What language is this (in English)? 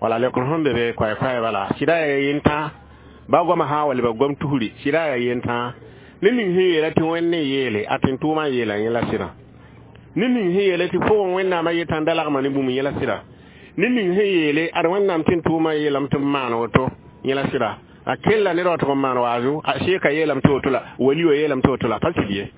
Mossi